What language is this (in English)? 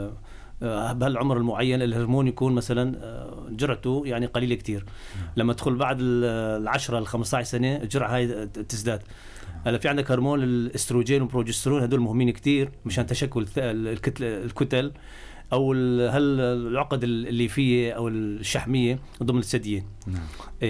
North Levantine Arabic